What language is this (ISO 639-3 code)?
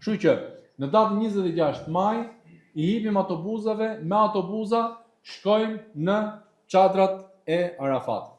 sqi